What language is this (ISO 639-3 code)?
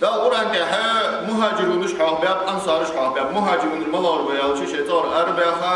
inh